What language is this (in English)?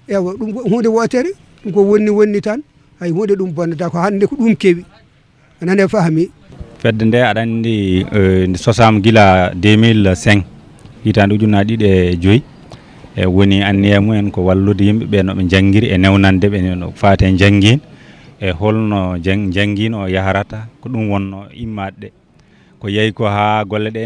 Fula